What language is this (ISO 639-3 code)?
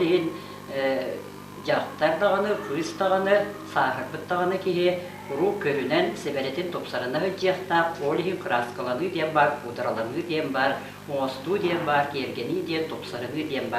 sah